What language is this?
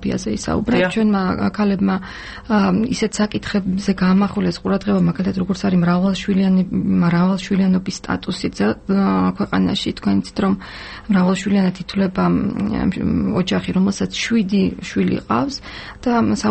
Georgian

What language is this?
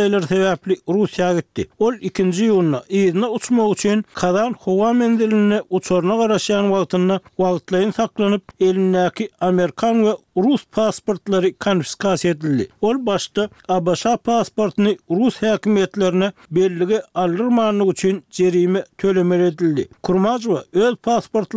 Turkmen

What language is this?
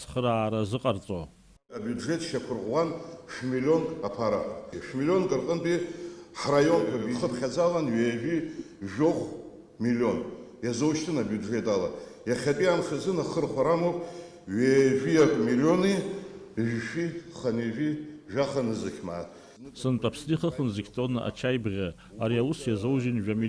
Abkhazian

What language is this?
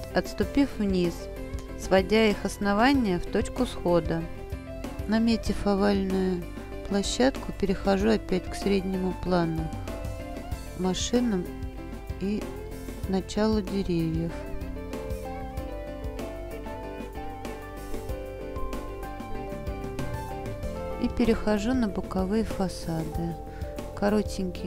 Russian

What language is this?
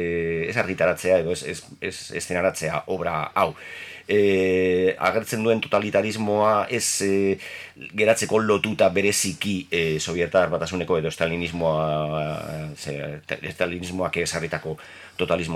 Basque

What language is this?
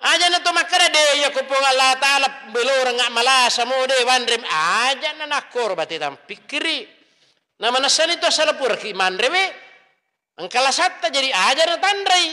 Buginese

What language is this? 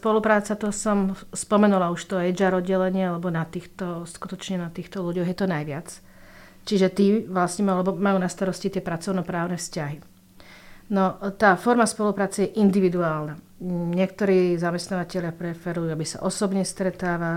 Slovak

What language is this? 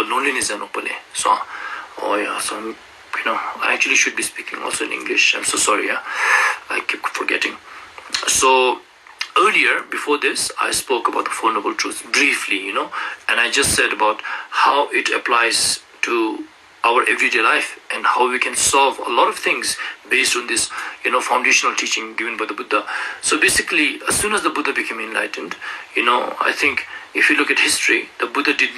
Ladakhi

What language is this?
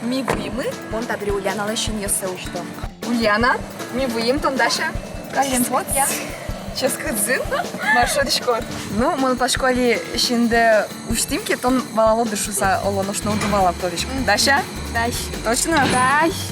Udmurt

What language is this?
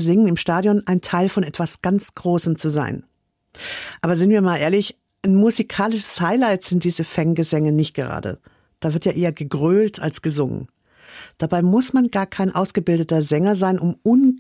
German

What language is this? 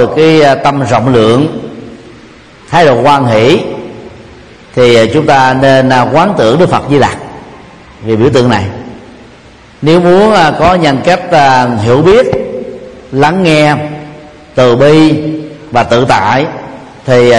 Vietnamese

